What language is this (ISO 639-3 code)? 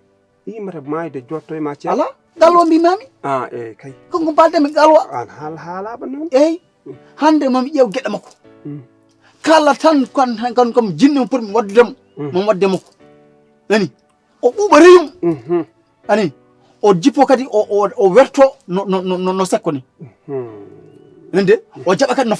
ful